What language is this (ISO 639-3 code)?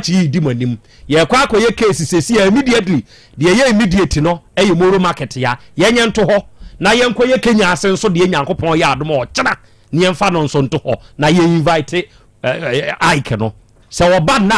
aka